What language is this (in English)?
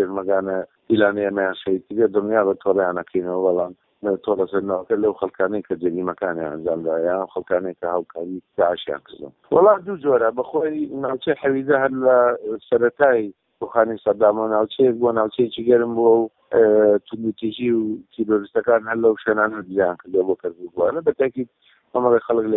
Central Kurdish